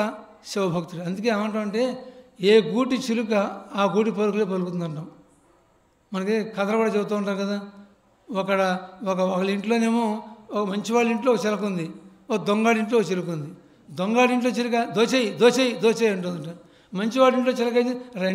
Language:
Telugu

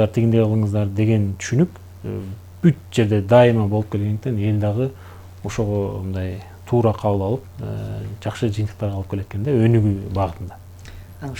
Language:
Kyrgyz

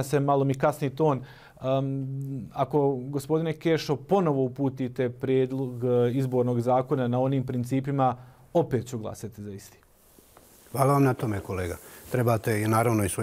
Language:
Croatian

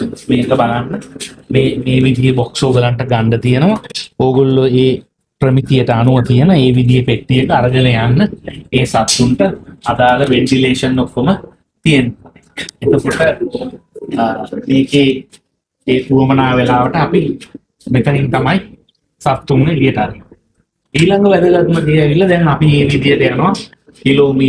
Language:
Sinhala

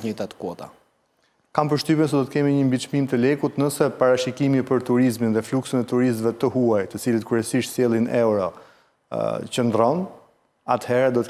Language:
Albanian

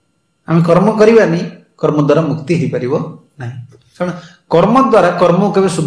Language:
Odia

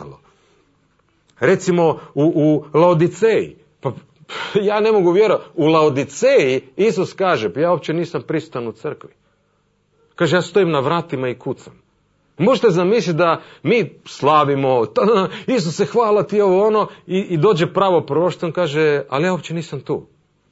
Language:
Croatian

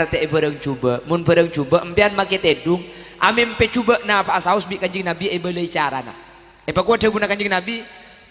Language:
Madurese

